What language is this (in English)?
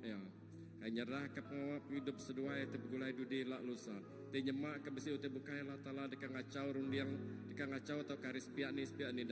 Iban